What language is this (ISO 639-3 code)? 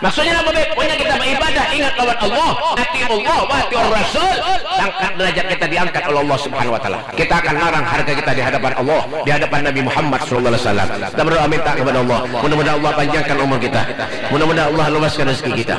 bjn